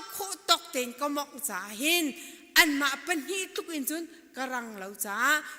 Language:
Hakha Chin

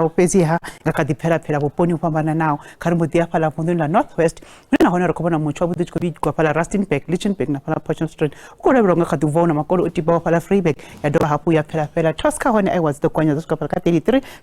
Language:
Venda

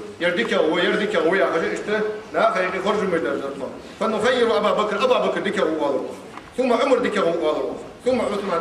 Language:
Ingush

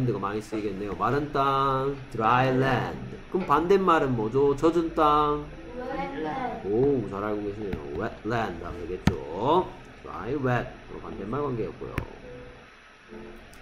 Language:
Korean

